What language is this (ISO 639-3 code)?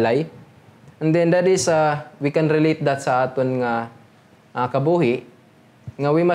hil